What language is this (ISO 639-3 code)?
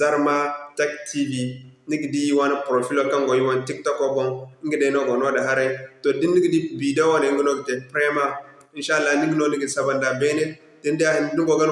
dje